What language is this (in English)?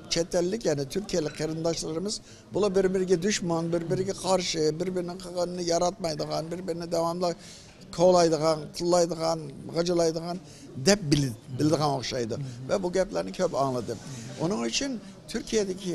Uyghur